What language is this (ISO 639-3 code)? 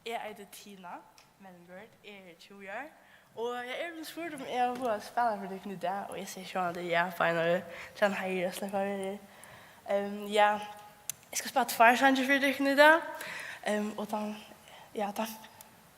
fao